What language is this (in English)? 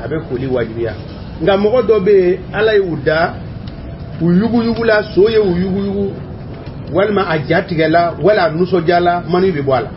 Bambara